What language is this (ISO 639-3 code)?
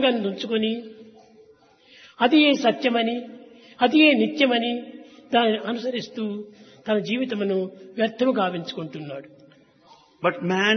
tel